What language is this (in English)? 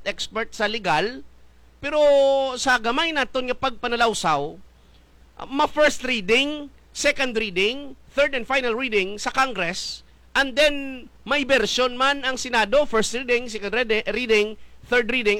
Hiligaynon